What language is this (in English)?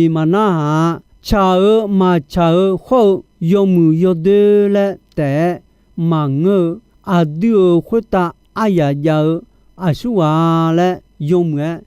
Akha